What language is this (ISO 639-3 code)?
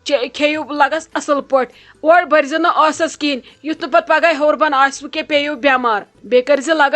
kas